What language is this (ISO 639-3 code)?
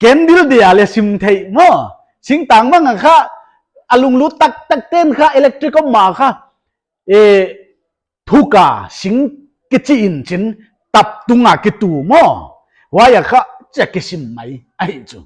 pck